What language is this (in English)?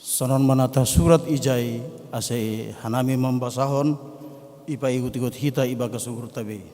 Batak Simalungun